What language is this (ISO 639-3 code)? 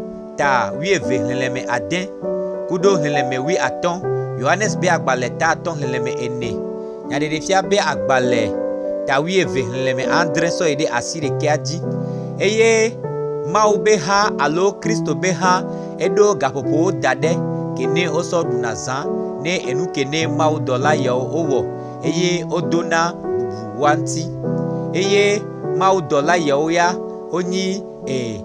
gej